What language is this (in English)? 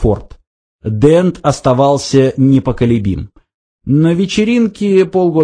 Russian